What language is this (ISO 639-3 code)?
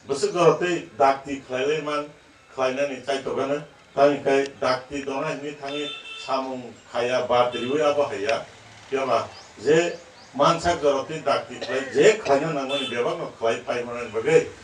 trp